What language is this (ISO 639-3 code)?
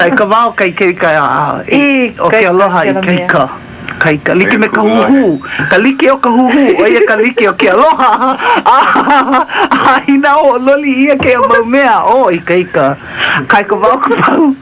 haw